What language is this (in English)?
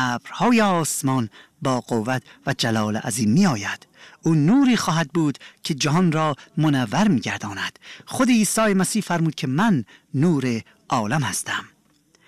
Persian